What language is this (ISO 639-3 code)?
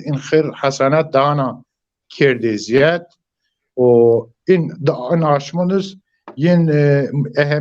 zza